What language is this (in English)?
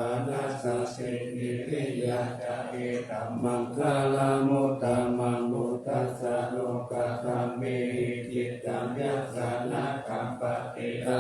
Pali